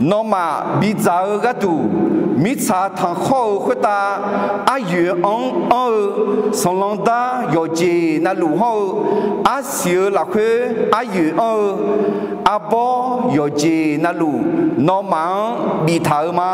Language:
Akha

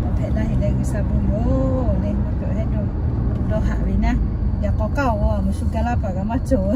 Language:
Lahu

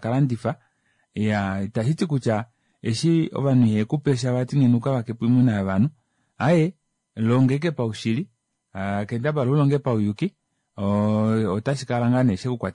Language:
Kuanyama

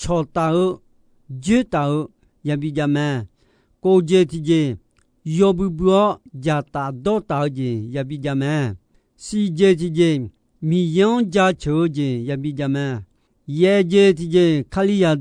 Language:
Akha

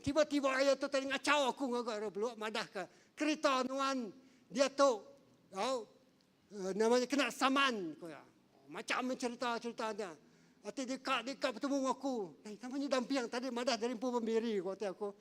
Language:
Iban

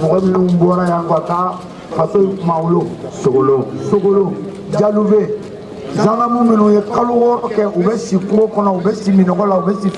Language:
Bambara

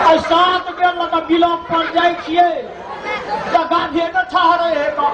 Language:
Maithili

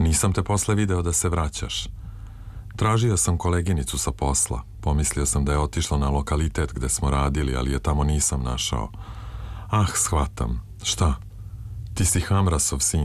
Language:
Serbian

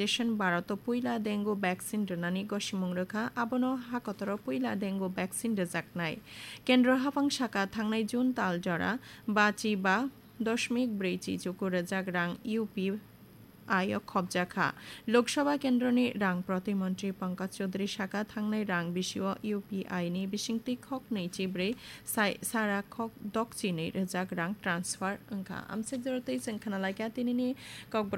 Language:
Kok Borok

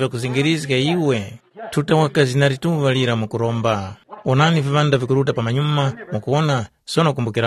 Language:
Tumbuka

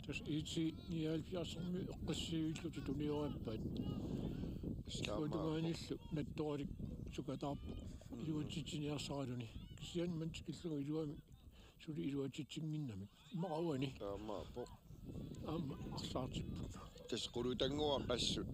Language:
Kalaallisut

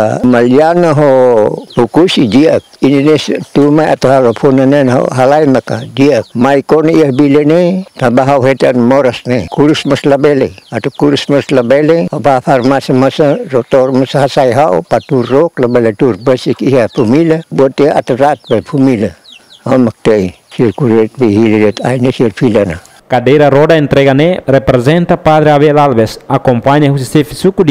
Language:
Tetum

